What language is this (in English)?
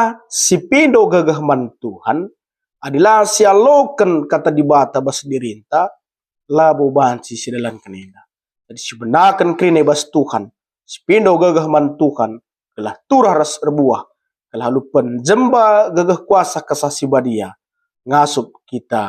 Batak Karo